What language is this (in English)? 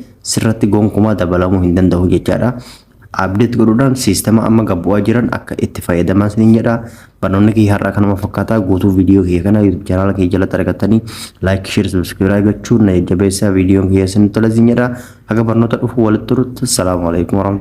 Oromo